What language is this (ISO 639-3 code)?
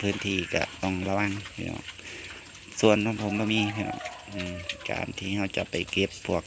lao